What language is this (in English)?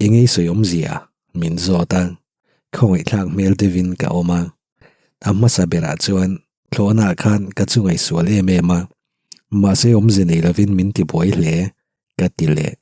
Mizo